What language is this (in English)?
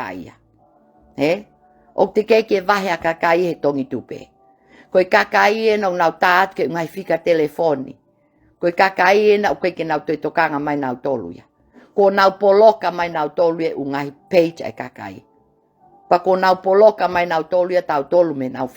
Tongan